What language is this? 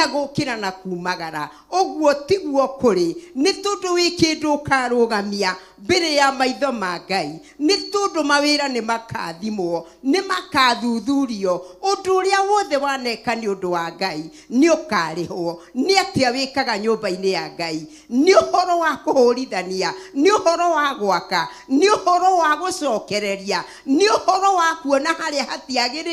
Kikuyu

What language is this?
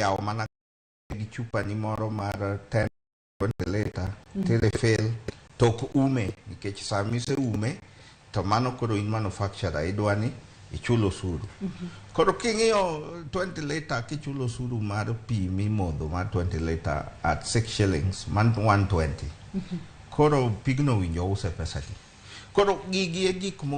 Luo (Kenya and Tanzania)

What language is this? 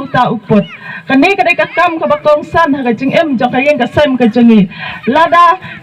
Khasi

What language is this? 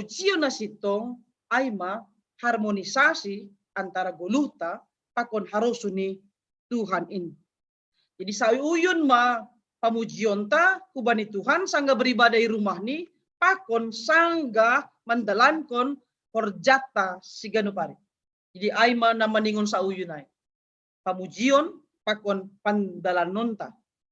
Batak Simalungun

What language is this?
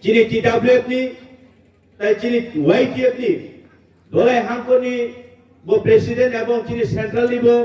Kok Borok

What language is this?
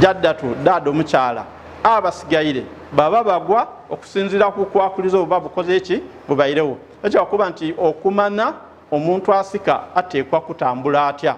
Ganda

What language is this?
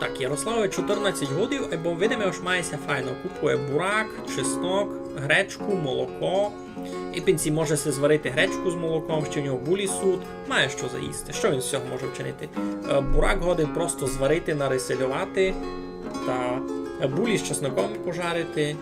Rusyn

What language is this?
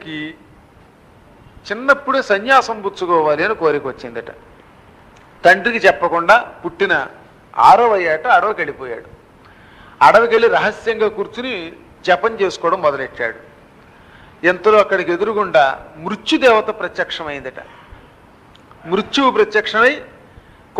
Telugu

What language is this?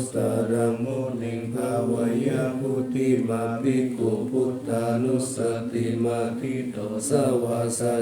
Pali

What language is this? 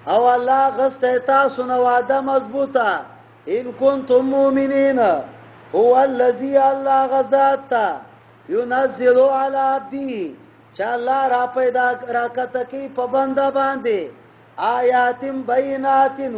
Pashto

